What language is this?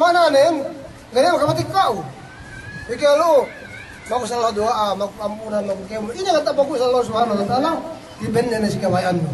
Yakan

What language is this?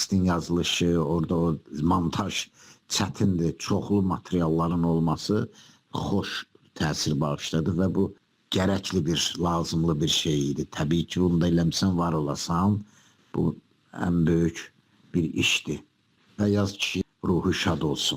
Azerbaijani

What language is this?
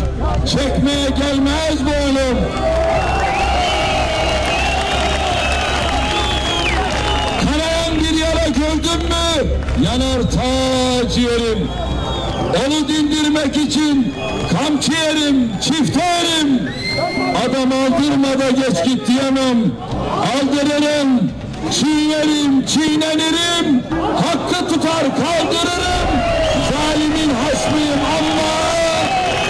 Turkish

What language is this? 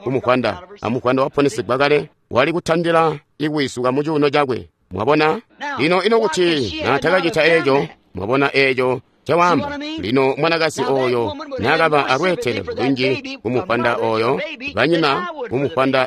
Tonga (Zambia)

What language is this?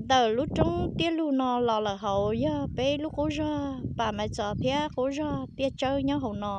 Hmong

